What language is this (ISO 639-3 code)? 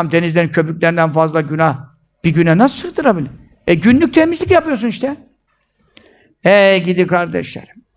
tur